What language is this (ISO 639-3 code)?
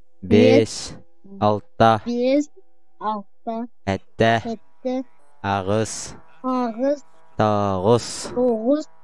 sah